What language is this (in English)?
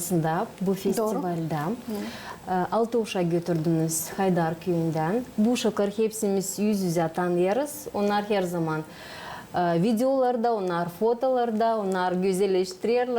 Gagauz